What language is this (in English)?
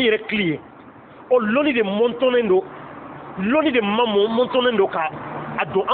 Bambara